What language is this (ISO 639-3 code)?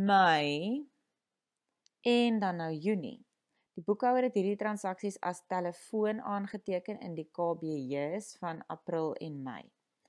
afr